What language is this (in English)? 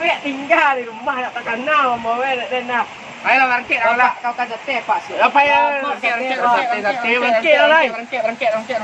Minangkabau